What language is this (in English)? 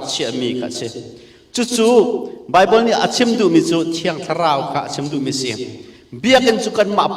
Hakha Chin